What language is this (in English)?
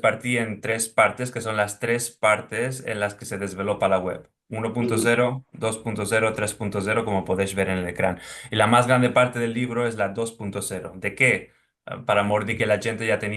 Ladino